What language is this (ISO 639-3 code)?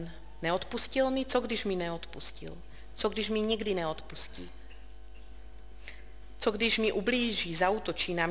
ces